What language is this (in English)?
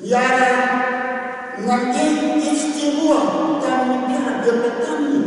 Malagasy